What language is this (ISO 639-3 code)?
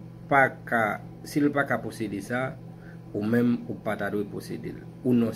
hat